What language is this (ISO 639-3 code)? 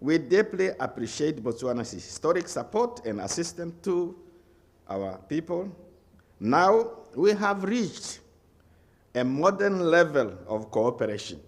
tsn